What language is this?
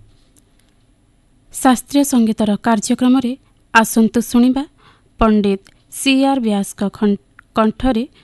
Odia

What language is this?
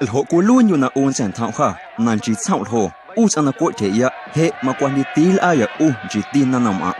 Guerrero Amuzgo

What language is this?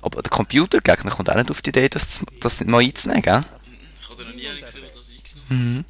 Swiss German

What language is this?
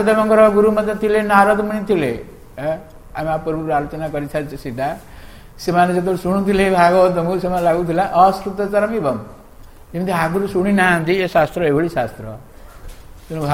Odia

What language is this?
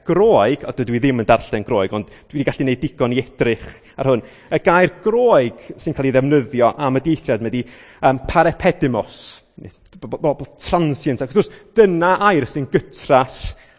Welsh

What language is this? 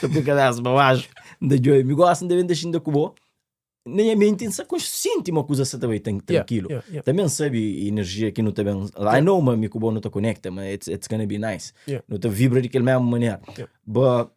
Kabuverdianu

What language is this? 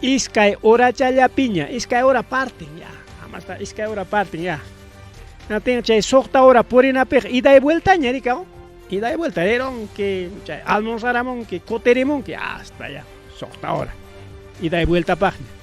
Ayacucho Quechua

